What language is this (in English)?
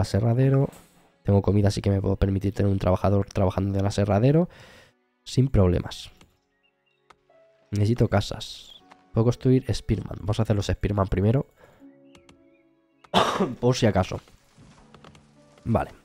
Spanish